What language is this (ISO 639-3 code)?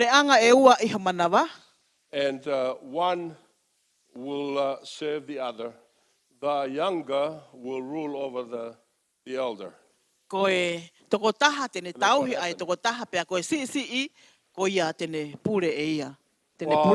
ton